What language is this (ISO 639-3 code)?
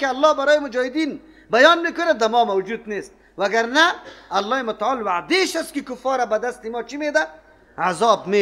fas